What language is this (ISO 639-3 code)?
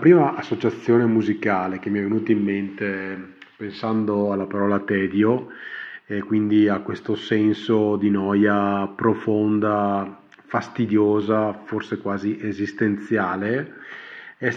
ita